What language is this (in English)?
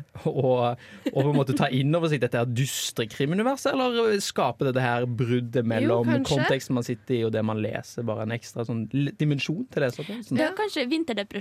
Norwegian